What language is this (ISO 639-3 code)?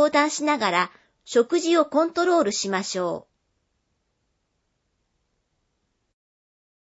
jpn